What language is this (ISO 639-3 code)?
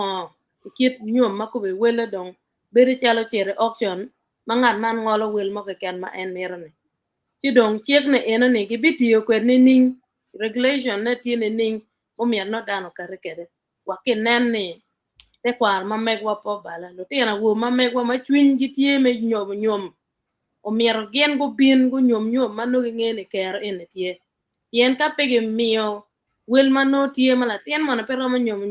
ach